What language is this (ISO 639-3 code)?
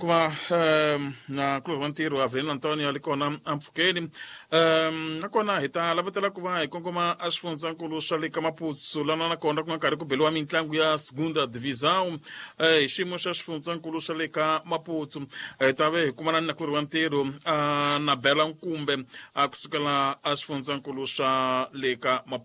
tso